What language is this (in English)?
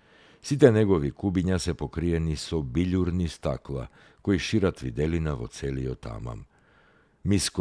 Macedonian